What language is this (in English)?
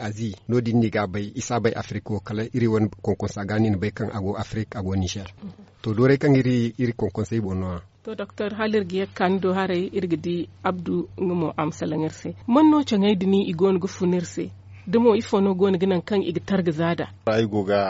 Zarma